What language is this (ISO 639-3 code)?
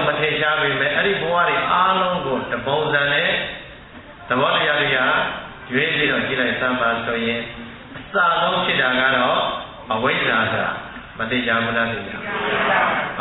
mya